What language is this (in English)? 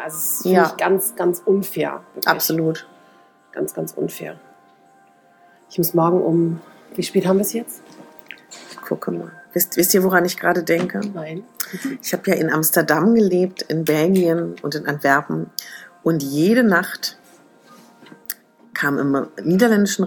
German